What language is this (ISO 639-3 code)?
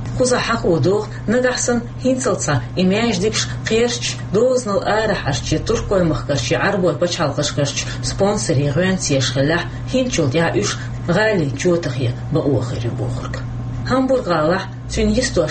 che